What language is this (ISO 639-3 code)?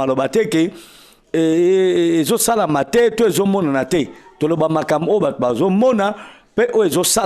lin